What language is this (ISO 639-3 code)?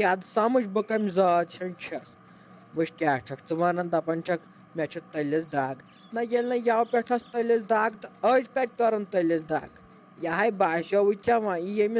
kas